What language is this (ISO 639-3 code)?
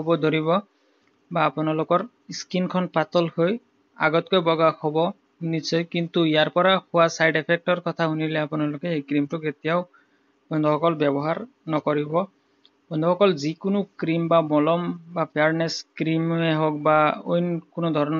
asm